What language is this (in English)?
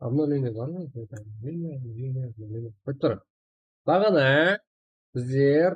Kara-Kalpak